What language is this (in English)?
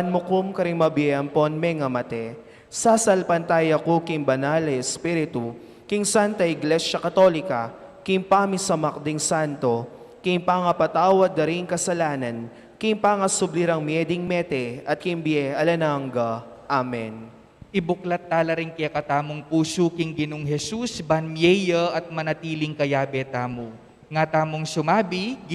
Pampanga